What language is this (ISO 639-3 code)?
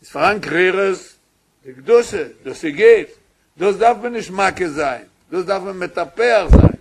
yid